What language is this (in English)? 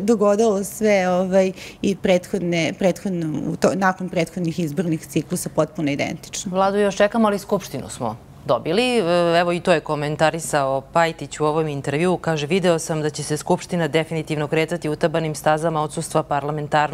Serbian